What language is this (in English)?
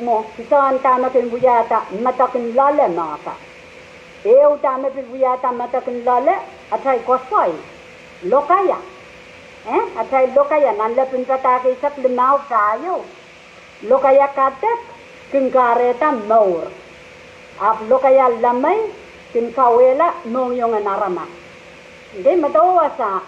Pohnpeian